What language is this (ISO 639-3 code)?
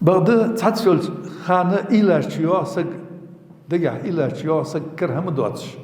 inh